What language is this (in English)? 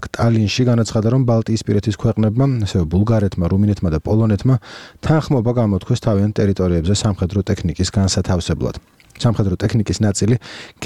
Georgian